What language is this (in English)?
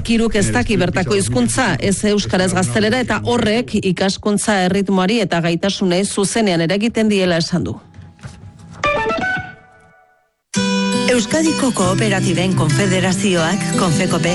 Basque